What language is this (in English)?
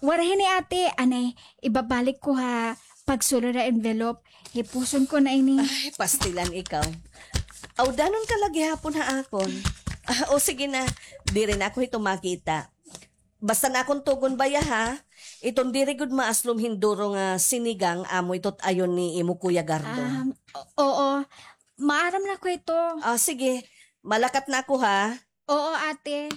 Waray